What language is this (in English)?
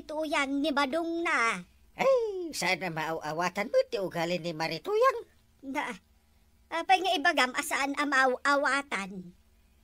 Iloko